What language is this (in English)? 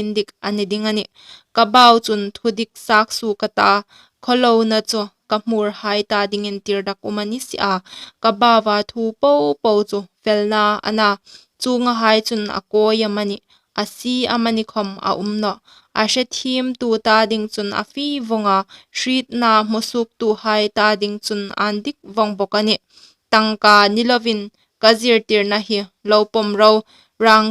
Hmar